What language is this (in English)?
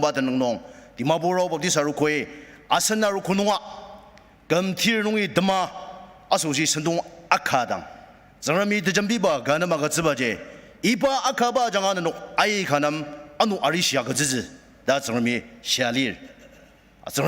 Ao Naga